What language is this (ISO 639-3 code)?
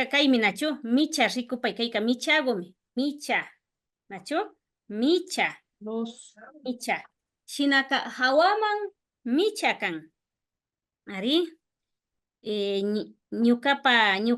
qvi